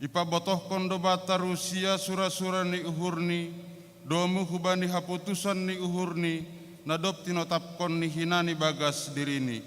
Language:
Batak Simalungun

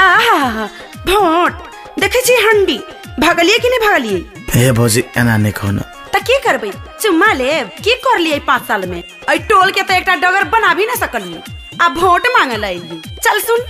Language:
Maithili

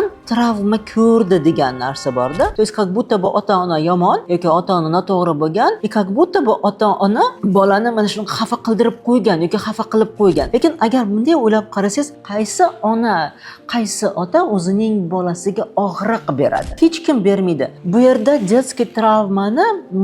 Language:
Uzbek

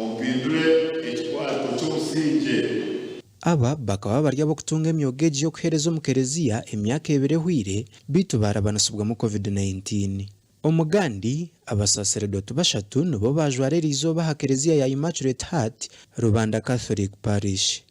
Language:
Nyankole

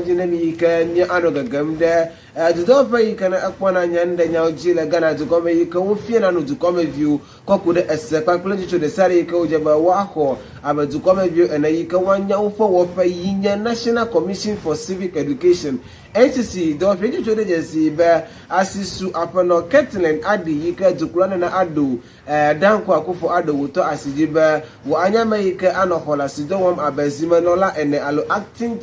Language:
Ewe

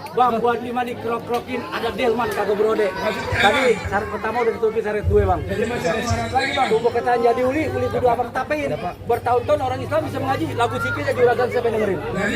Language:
Betawi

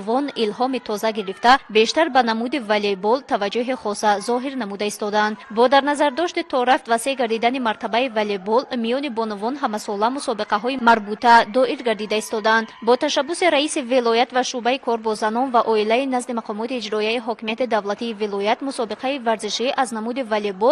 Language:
Tajik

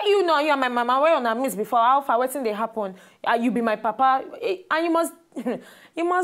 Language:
Nigerian Pidgin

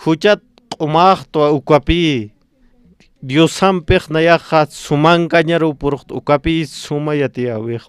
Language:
Aymara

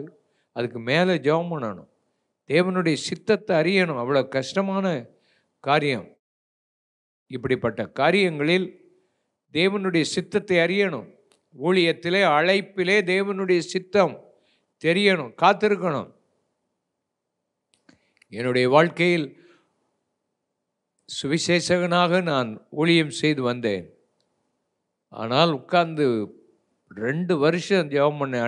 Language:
Tamil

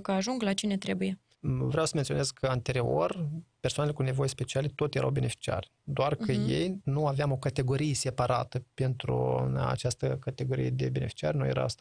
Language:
Romanian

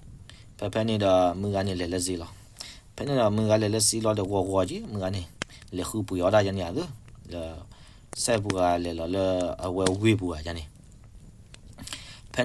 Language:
S'gaw Karen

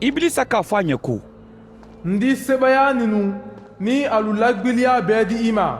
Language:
Mandingo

